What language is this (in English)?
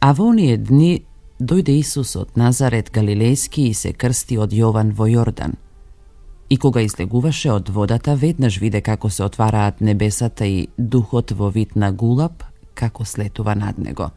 Macedonian